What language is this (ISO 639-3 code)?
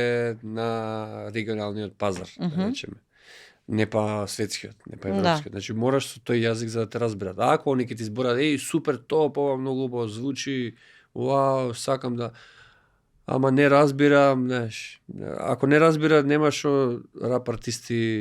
mkd